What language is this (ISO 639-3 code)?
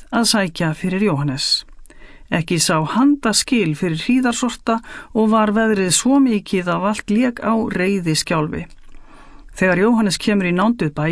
isl